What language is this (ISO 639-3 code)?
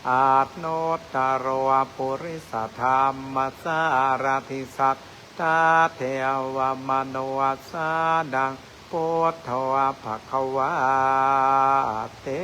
pli